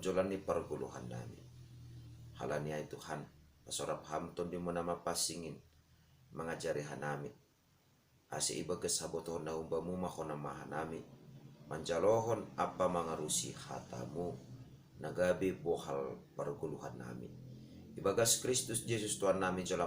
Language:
Batak Simalungun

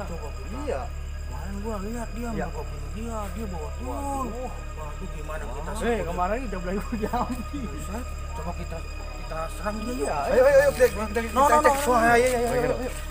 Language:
Betawi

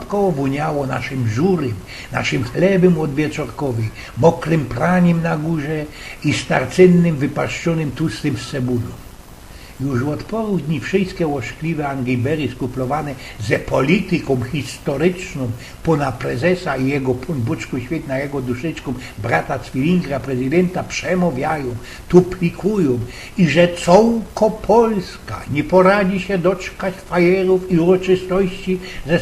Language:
Silesian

